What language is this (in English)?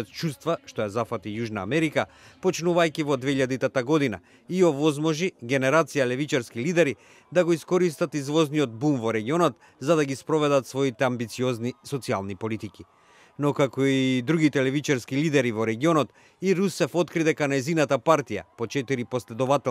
Macedonian